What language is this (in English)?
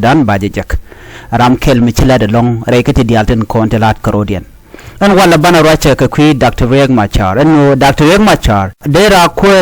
Nuer